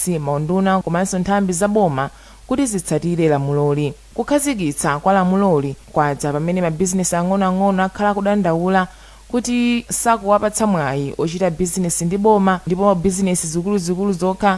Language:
Nyanja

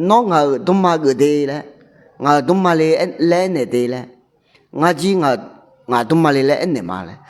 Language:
Akha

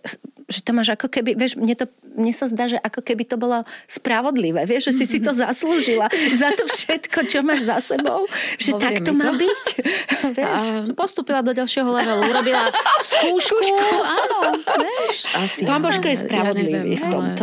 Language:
Slovak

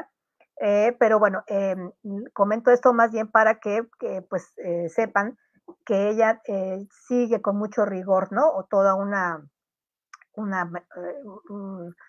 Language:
Spanish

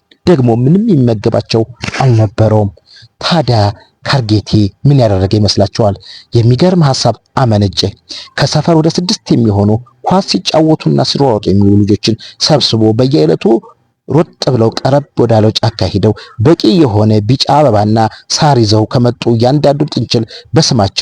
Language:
Amharic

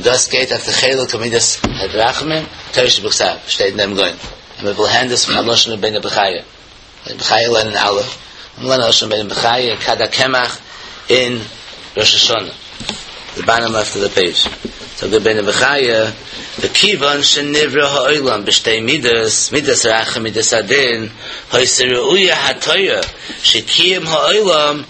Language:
Yiddish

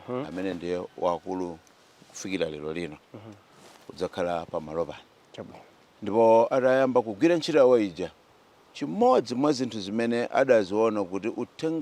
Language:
Nyanja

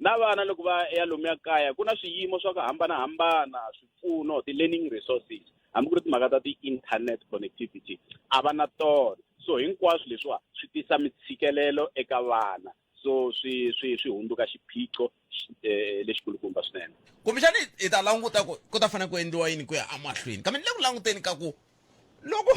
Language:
Tsonga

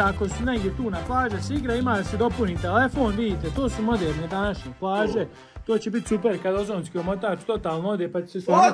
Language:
Croatian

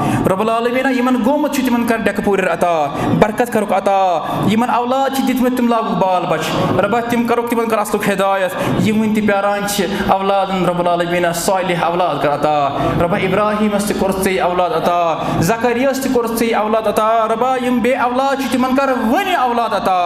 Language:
Kashmiri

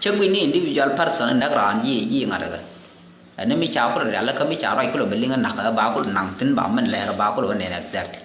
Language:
Nuer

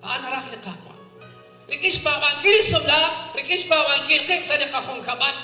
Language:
Kekchí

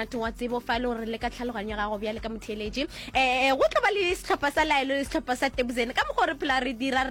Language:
Northern Sotho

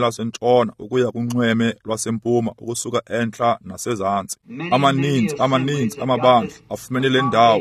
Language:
Xhosa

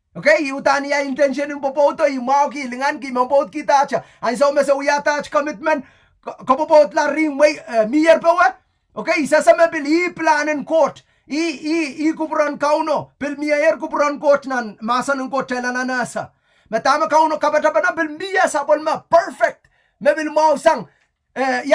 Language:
Pohnpeian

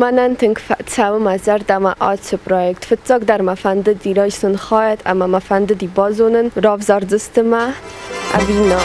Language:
Ossetic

